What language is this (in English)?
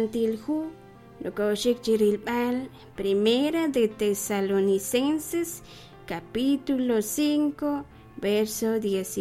Kekchí